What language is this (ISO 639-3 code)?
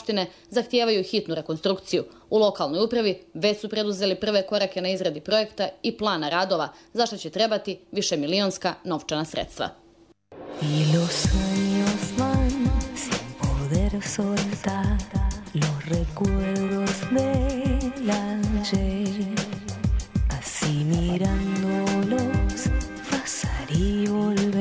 bos